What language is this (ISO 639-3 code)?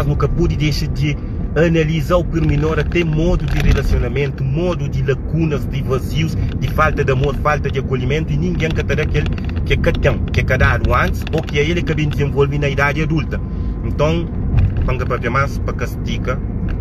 kea